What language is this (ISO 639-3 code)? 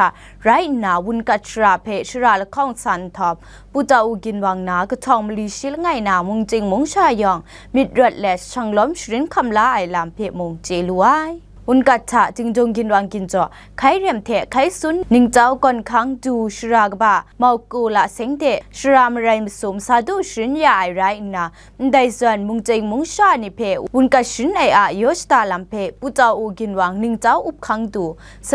kac